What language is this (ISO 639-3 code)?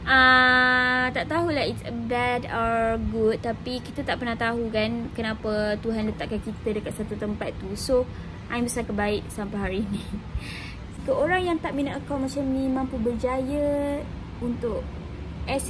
msa